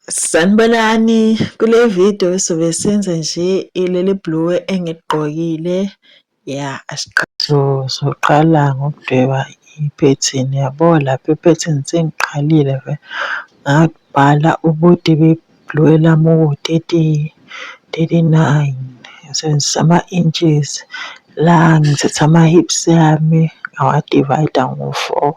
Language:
Zulu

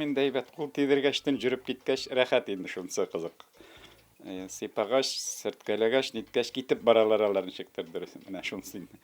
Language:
Tatar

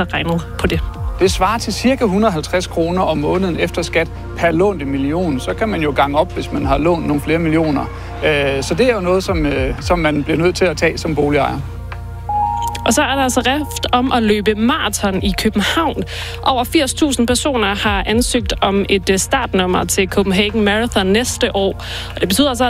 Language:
Danish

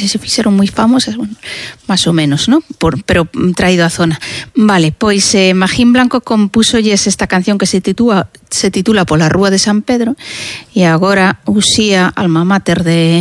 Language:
Galician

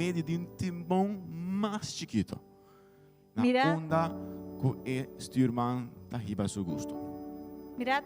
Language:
Papiamento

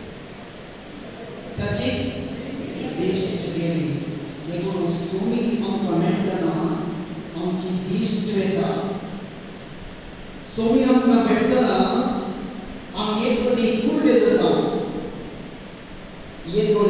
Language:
Konkani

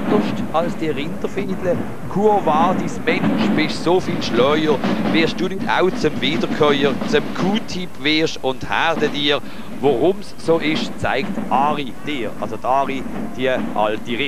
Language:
German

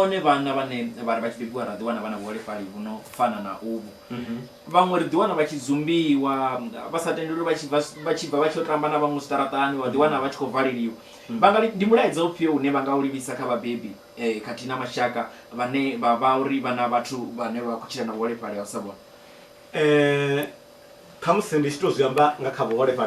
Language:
Venda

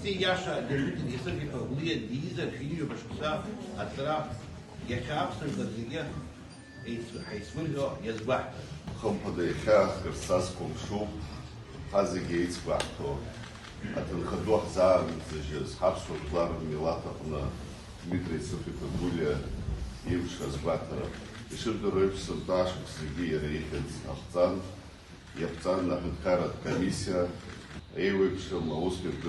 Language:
Abkhazian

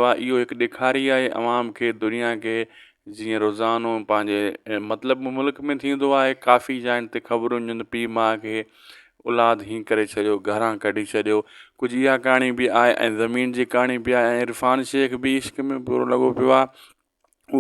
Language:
Sindhi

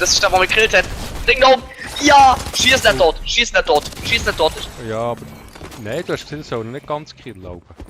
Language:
Swiss German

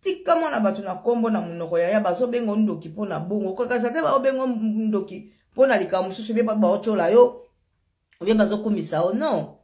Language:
Lingala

